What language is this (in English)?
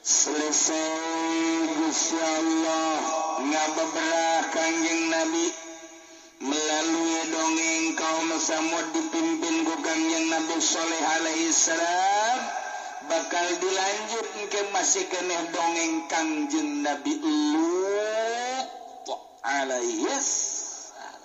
Sundanese